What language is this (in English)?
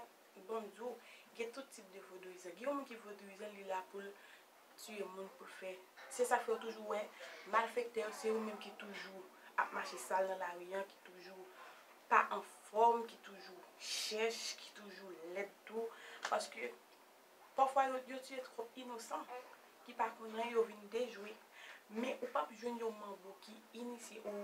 Haitian Creole